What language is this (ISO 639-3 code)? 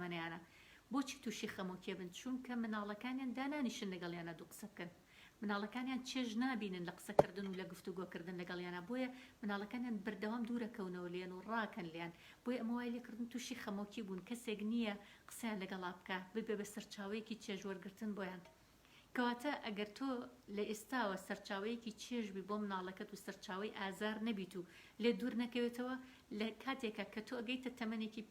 ckb